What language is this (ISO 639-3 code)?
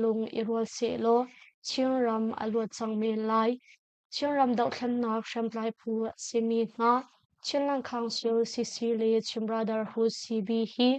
cnh